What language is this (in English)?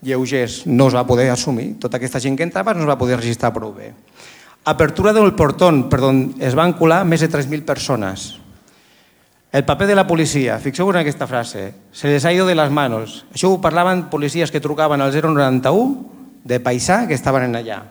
Catalan